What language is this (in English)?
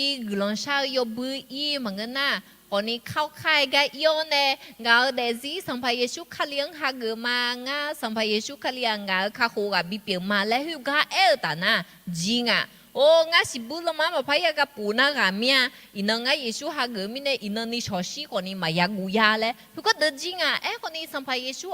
Akha